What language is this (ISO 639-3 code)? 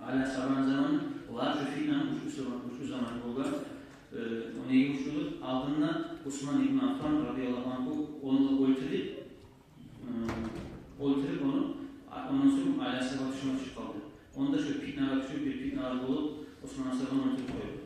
kum